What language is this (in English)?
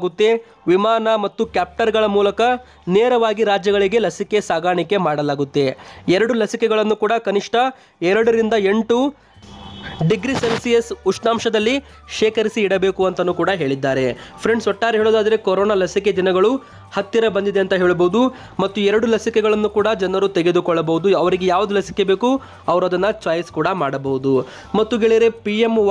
Kannada